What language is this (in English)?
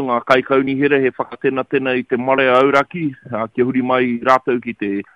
Māori